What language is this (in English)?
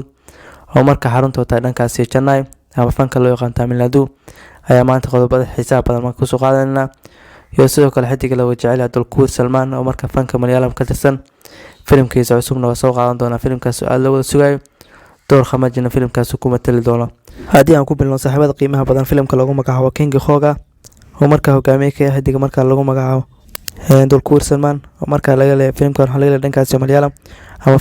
Somali